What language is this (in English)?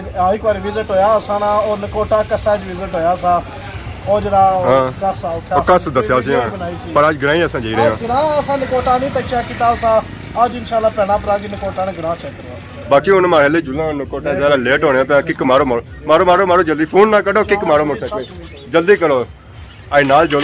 Pahari-Potwari